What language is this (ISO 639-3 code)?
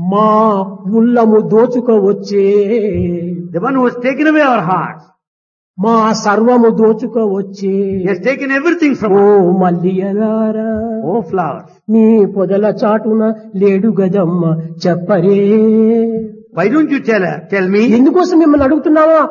tel